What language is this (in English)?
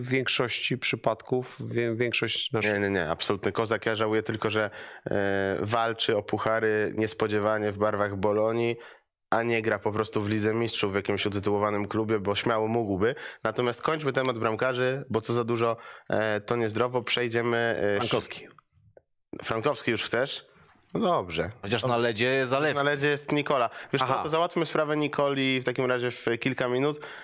Polish